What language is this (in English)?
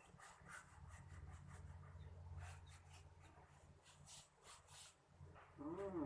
Lao